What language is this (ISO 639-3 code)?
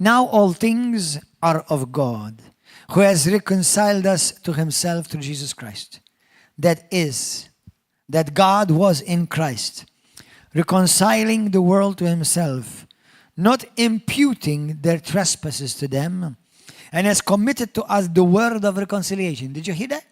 eng